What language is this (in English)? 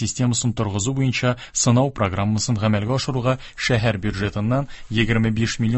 Tatar